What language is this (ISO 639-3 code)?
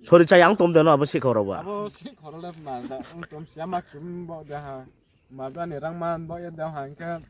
ria